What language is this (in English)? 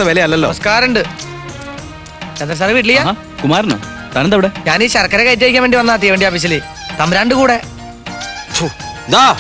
Malayalam